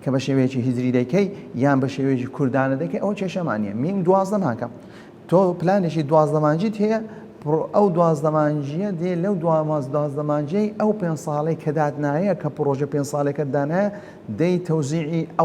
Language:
Central Kurdish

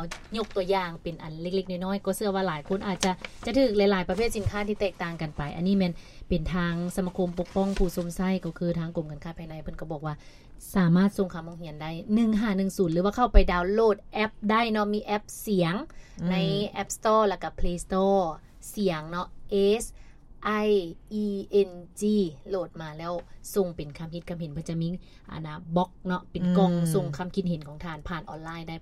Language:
Lao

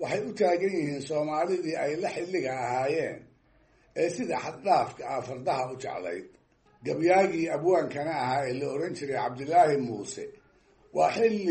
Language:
Somali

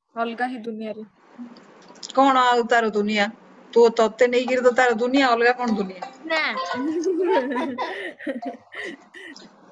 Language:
Odia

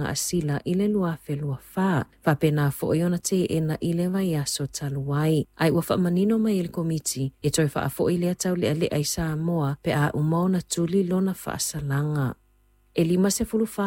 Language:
Samoan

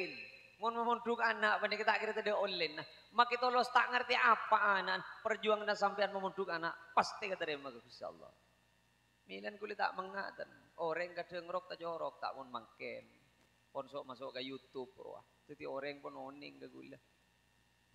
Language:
Madurese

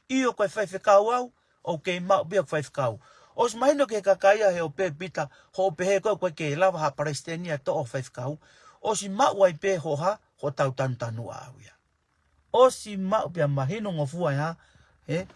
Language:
Tongan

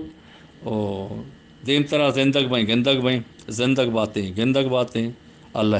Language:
Eastern Balochi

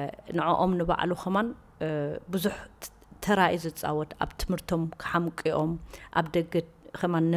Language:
Tigrinya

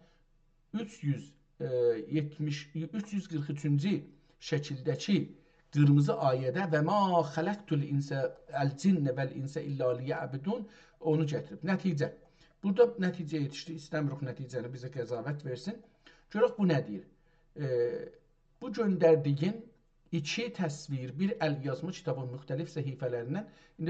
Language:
South Azerbaijani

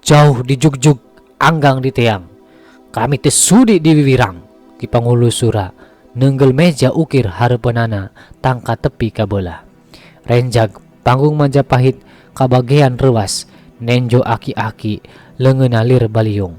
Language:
Sundanese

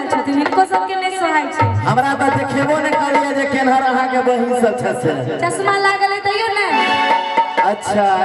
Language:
Maithili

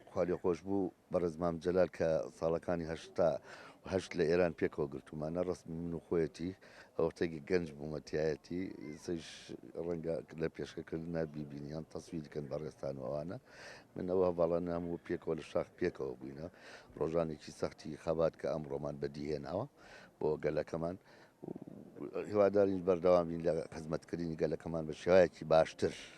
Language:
Central Kurdish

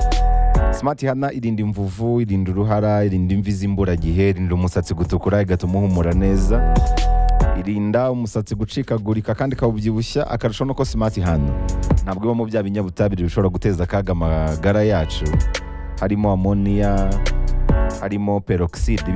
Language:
Kinyarwanda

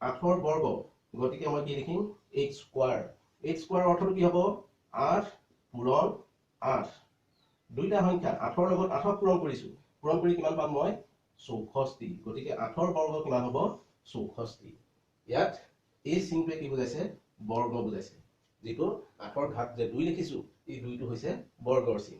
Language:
Assamese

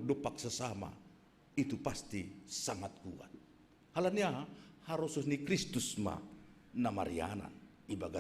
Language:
Batak Simalungun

